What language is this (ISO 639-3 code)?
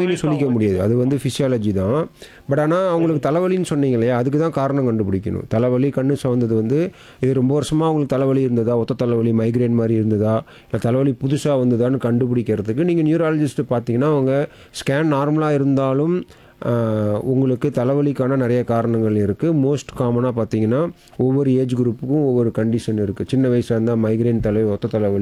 tam